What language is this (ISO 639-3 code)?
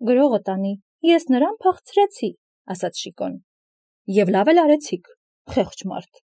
hye